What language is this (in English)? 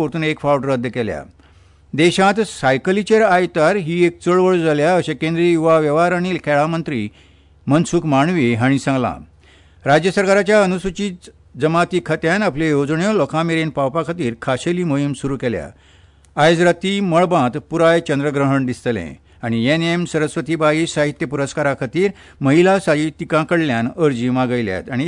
Konkani